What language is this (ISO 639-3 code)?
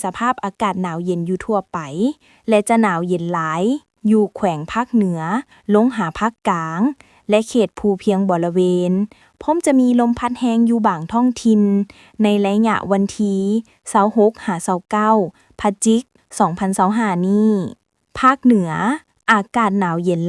lao